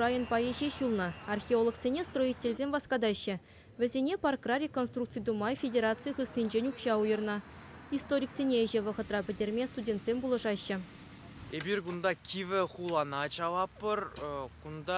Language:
Chuvash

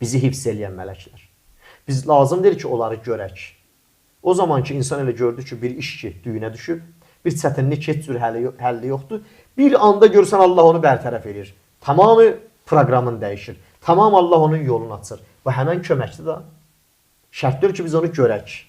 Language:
Azerbaijani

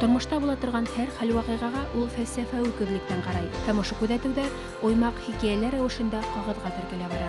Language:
Bashkir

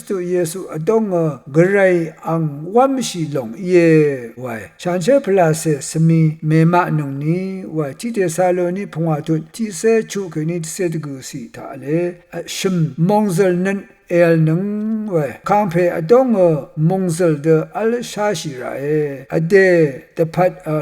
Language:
Rawang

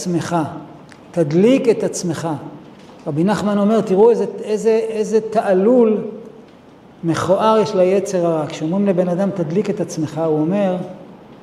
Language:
Hebrew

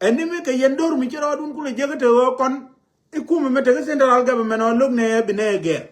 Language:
Nuer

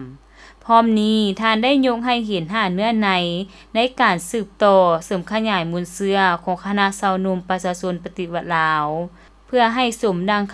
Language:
Lao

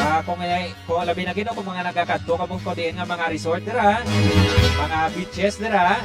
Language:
Hiligaynon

